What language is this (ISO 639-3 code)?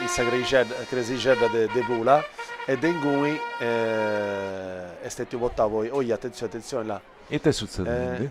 srd